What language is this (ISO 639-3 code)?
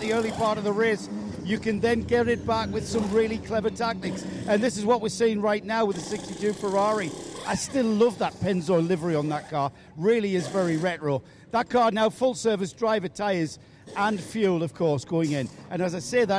eng